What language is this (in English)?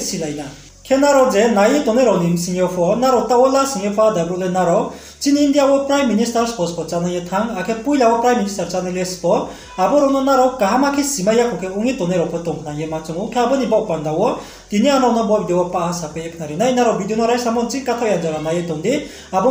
Riang (India)